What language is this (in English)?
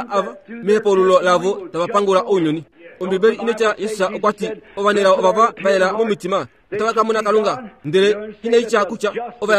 Kuanyama